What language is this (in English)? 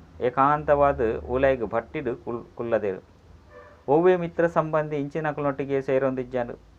Tulu